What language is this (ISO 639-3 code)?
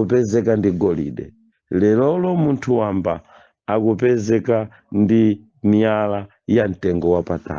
nya